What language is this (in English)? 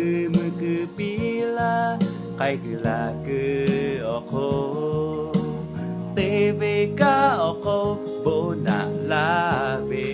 Lahu